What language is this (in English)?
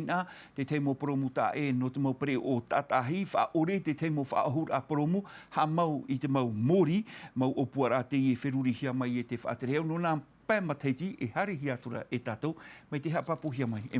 Tahitian